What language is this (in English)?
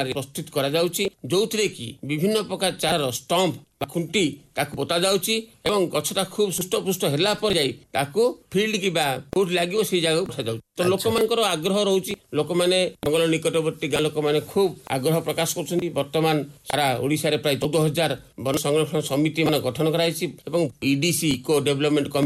Odia